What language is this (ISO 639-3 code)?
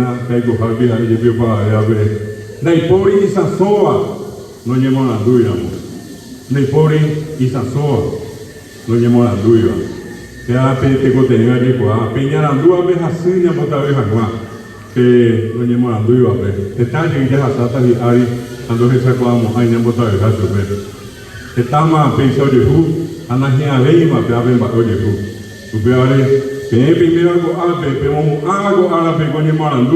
grn